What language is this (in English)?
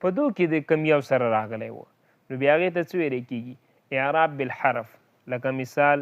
Pashto